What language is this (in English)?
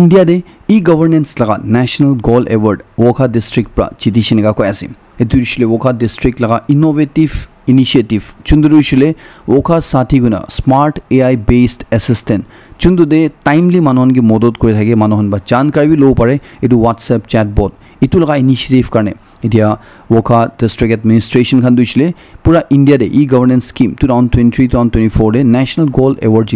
Naga Pidgin